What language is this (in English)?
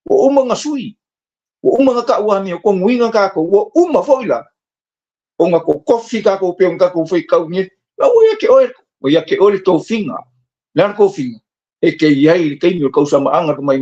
Samoan